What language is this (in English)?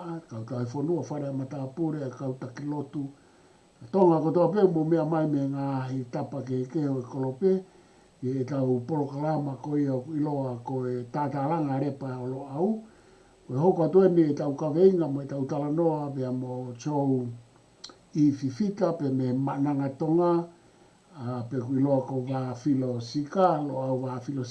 Tongan